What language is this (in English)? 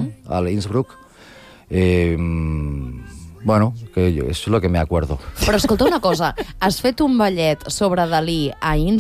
Catalan